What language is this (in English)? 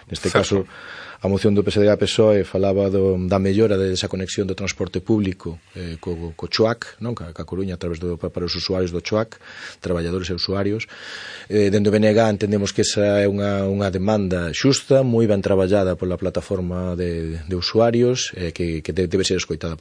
Galician